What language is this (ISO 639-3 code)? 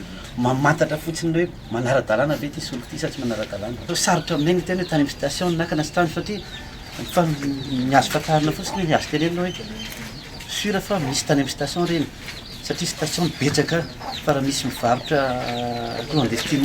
mlg